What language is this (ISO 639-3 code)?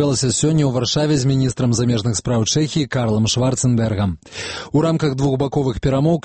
bel